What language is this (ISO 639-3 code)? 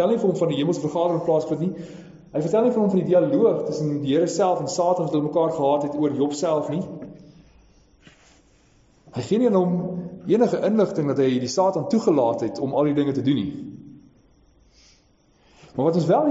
afr